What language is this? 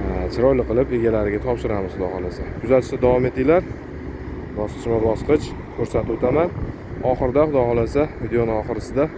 Uzbek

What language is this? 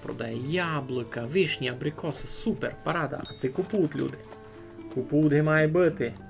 Rusyn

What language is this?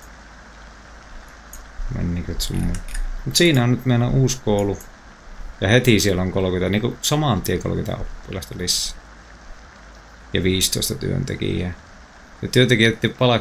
Finnish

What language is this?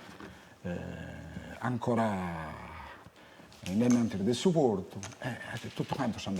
Sardinian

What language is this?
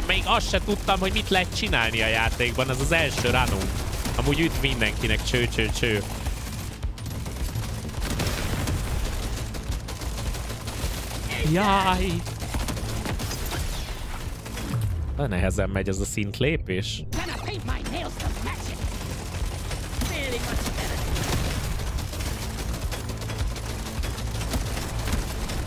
Hungarian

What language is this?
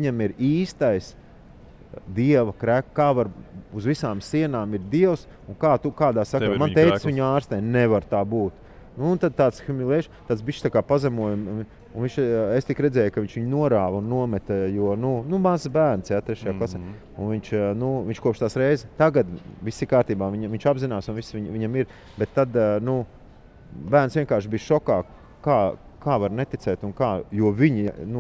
Latvian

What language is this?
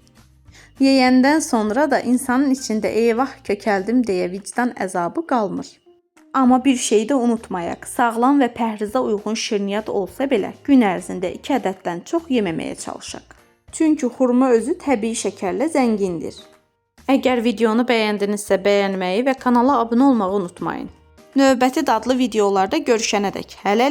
Azerbaijani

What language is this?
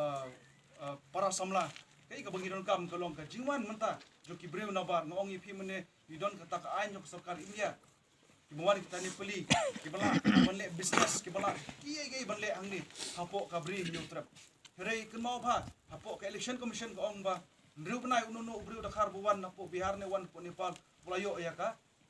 Khasi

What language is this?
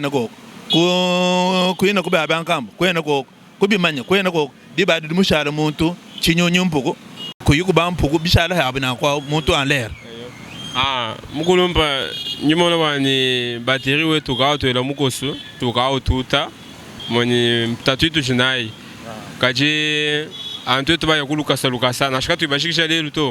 Luba-Lulua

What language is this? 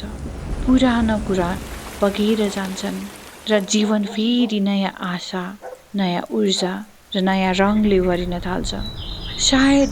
Nepali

